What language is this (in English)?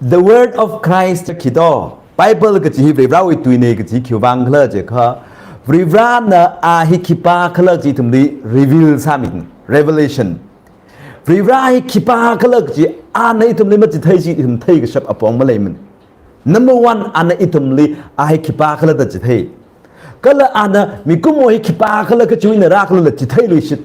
Tangkhul Naga (India)